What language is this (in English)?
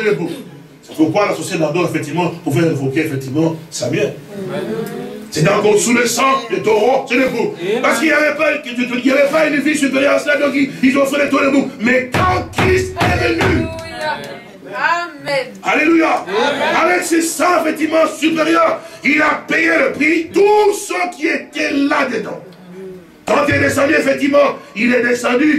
French